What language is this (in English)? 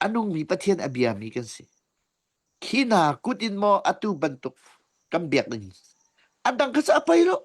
Hakha Chin